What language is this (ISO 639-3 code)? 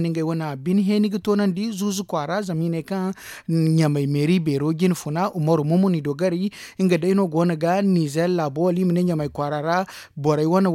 dje